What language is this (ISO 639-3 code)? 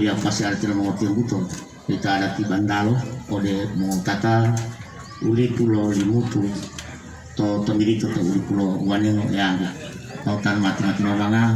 gor